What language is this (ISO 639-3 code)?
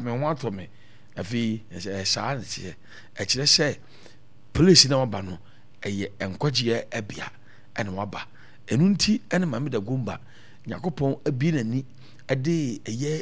aka